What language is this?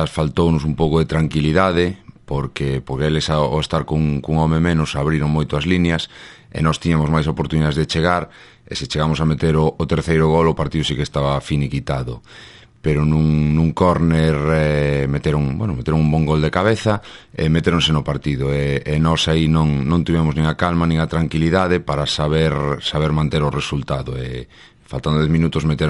Galician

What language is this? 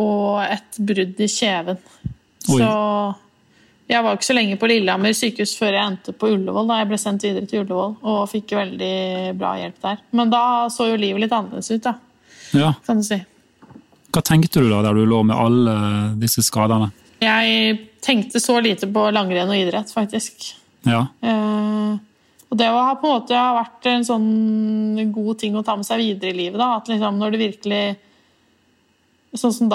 Norwegian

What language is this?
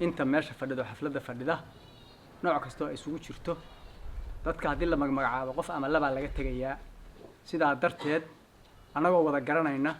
Somali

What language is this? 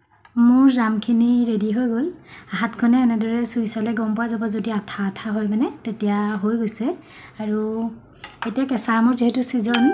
Assamese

